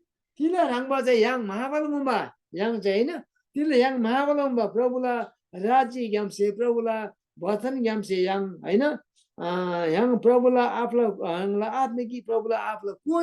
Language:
Eastern Tamang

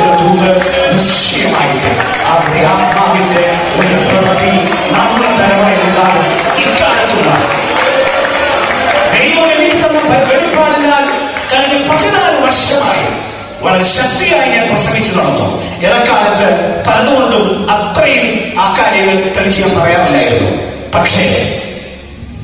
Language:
Malayalam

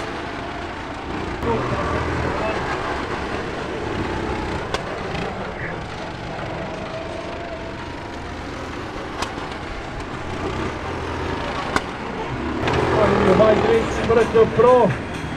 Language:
Serbian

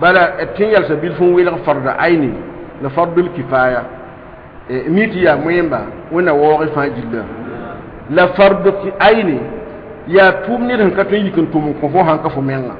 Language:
Mossi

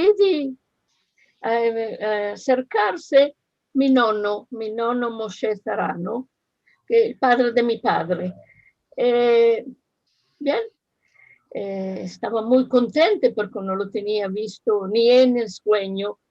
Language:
Ladino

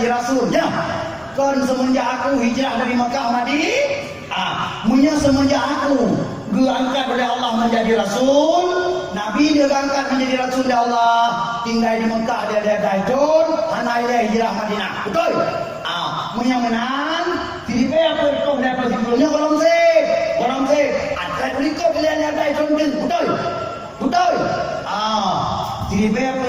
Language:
Achinese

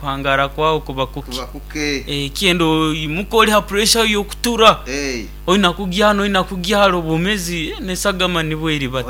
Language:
Nyankole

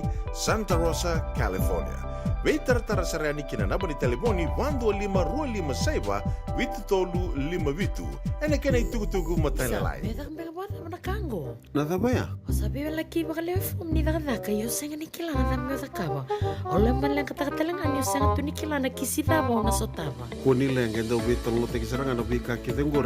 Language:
Fijian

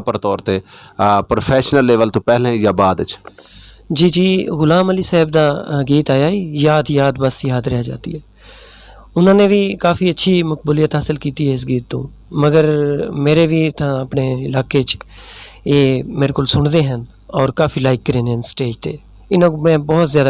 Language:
Saraiki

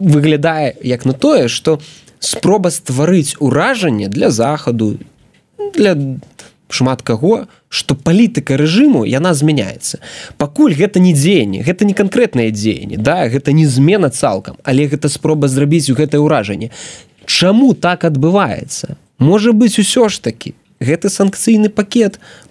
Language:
Belarusian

